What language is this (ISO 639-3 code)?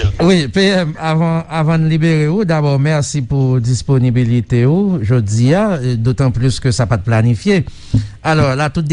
hat